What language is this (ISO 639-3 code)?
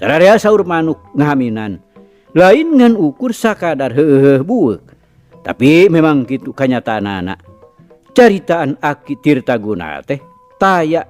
sun